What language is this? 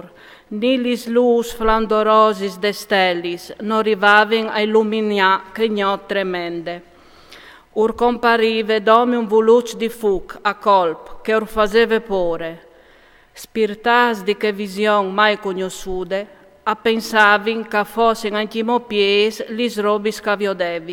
Friulian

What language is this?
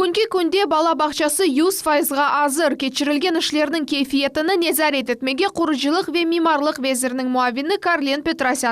Crimean Tatar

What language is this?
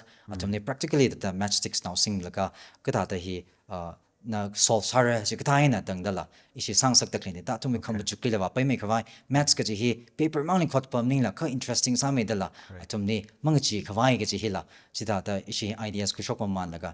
Tangkhul Naga (India)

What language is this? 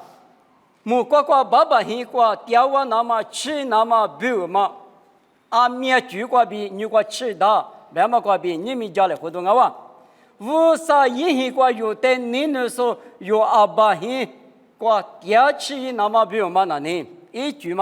Lisu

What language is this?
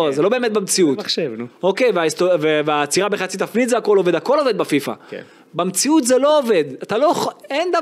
Hebrew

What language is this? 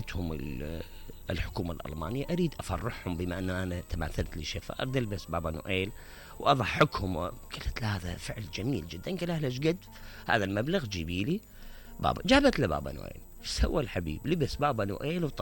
Mesopotamian Arabic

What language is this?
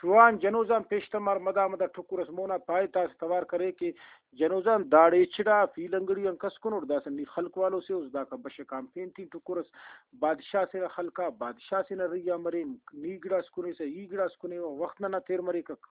Brahui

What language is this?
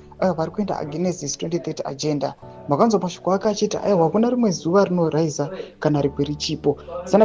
Shona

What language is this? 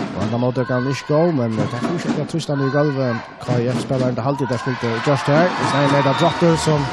Faroese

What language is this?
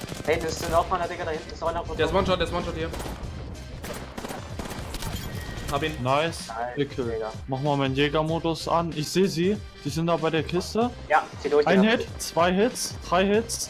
German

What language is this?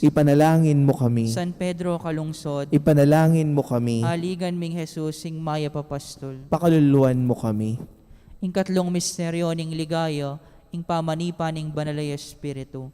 Pampanga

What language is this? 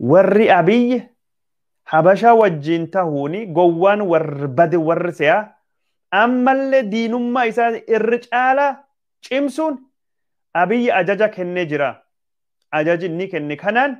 Oromo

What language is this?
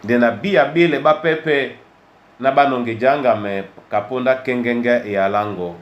Duala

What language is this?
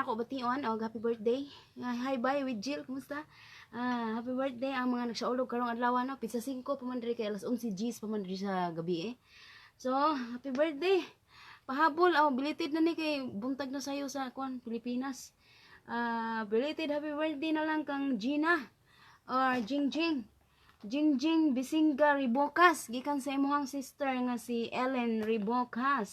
Cebuano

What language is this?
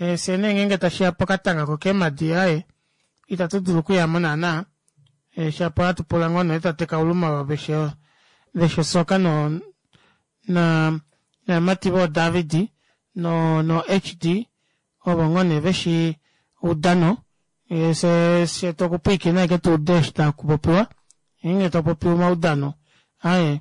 Kuanyama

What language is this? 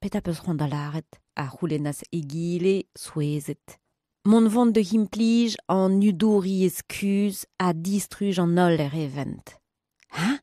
Breton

